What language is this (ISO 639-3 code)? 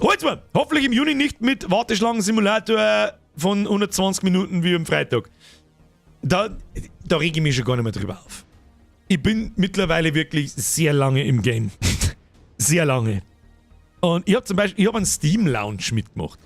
bar